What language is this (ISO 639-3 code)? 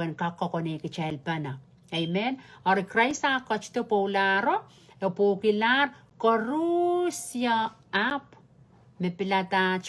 pon